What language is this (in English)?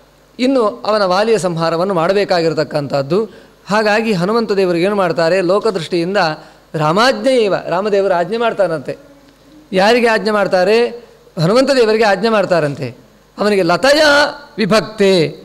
Kannada